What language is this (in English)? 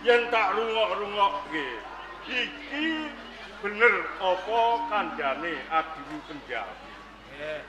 Javanese